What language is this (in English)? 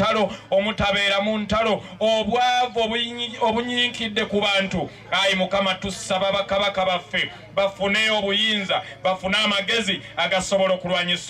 Ganda